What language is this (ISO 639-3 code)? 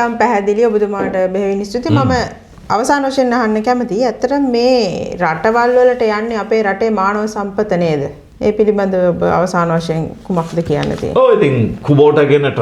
sin